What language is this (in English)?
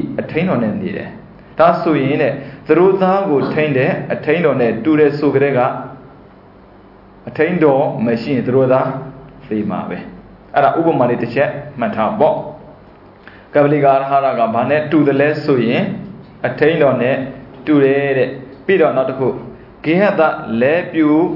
Burmese